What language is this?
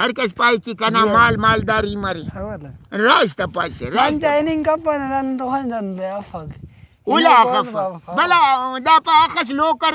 Brahui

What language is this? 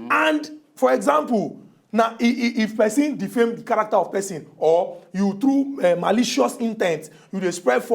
Nigerian Pidgin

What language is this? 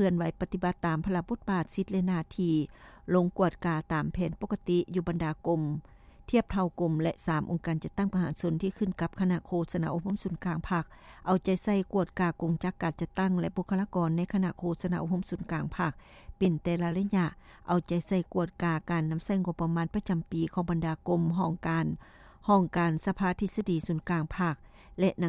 Lao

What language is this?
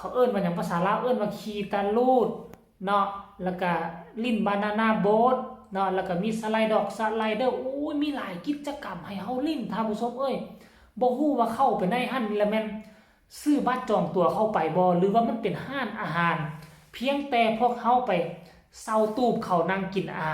Northeastern Thai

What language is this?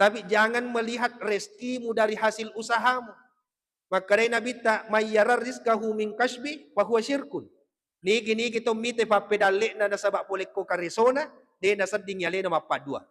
Buginese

